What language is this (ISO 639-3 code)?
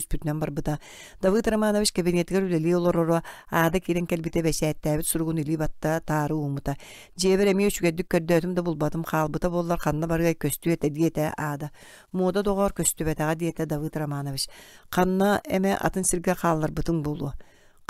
sah